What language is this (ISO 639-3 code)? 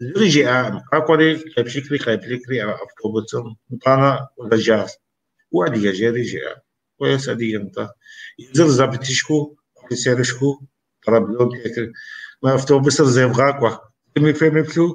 kbd